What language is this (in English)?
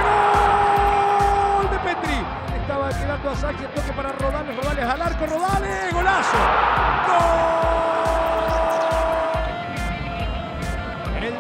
Spanish